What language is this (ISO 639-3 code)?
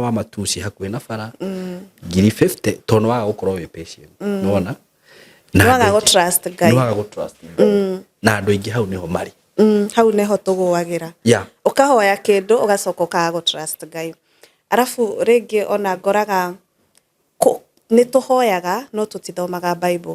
kik